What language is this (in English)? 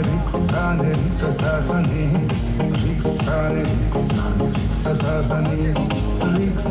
Tibetan